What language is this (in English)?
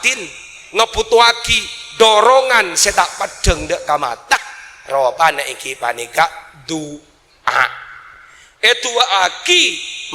Madurese